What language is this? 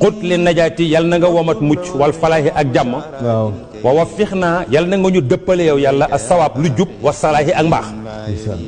Wolof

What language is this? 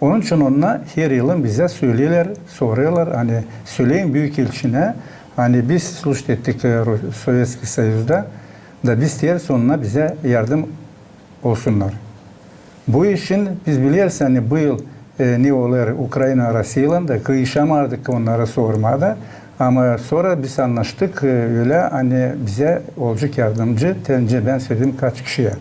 Gagauz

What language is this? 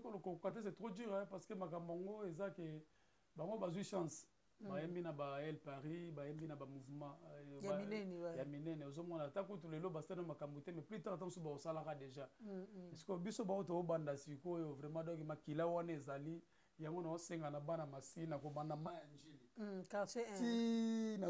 Lingala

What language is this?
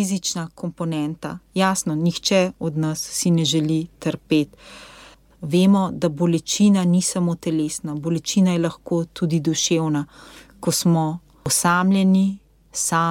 Slovenian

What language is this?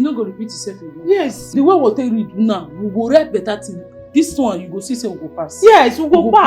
Nigerian Pidgin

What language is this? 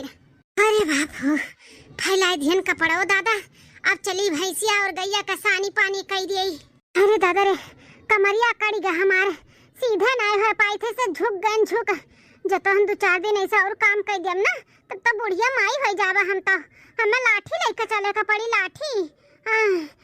Awadhi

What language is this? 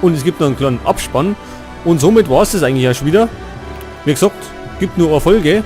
Bavarian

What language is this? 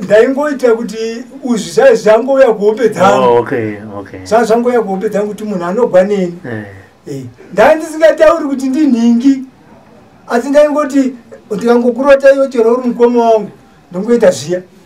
Shona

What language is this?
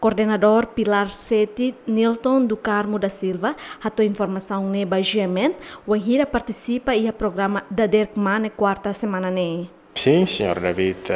Tetum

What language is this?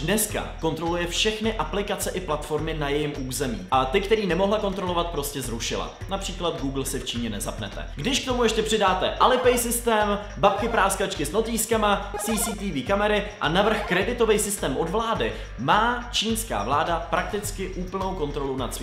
Czech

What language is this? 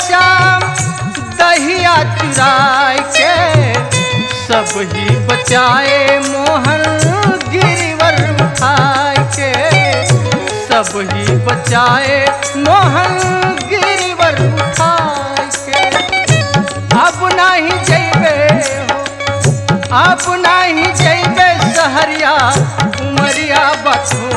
Bhojpuri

